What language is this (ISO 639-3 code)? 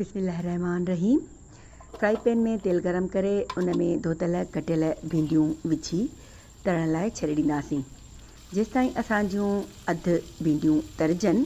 snd